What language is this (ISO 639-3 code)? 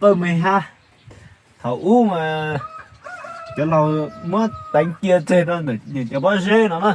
hmn